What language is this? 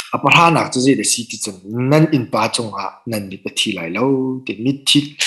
Hakha Chin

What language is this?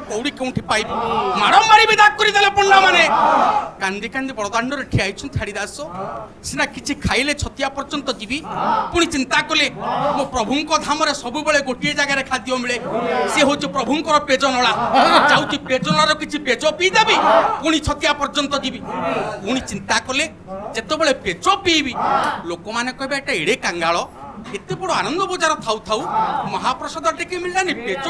Odia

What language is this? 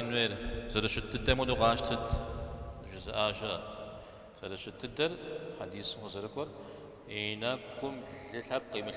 Kabardian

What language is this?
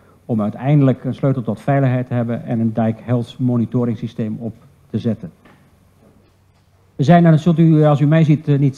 Dutch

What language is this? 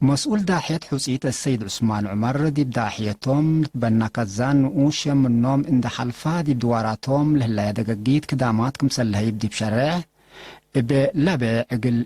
Tigre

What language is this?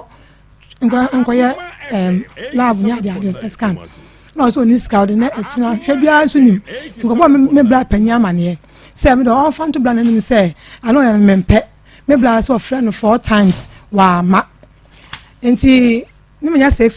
Akan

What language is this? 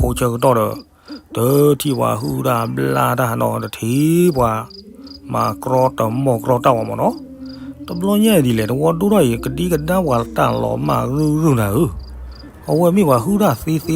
S'gaw Karen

